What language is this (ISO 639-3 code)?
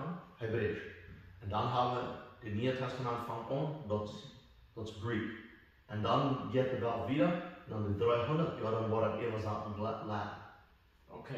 pdt